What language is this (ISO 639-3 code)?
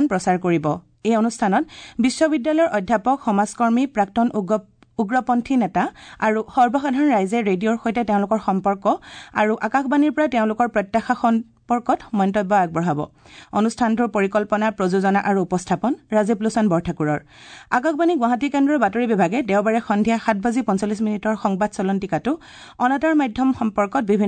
asm